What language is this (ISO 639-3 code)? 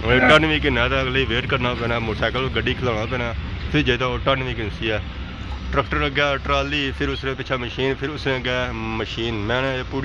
phr